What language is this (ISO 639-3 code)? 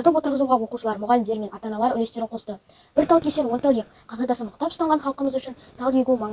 kaz